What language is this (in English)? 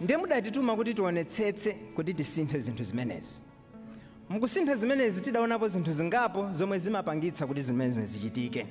Nyanja